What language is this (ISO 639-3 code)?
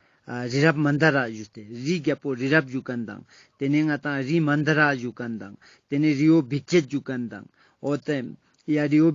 lbj